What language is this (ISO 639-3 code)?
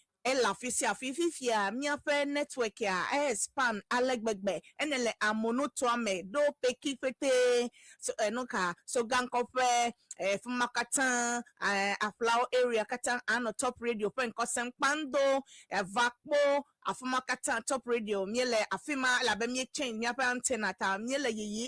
ewe